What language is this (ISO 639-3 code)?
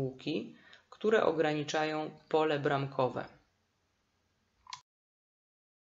pol